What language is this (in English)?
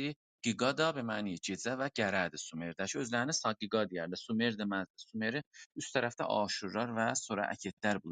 South Azerbaijani